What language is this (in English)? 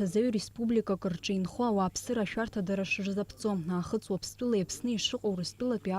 Abkhazian